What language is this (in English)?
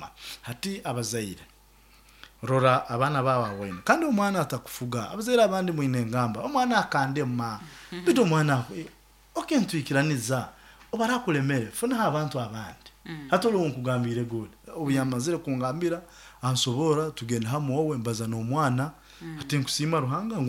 Nyoro